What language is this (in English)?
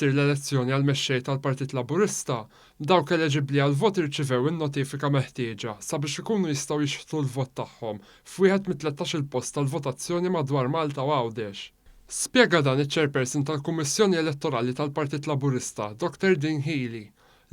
Maltese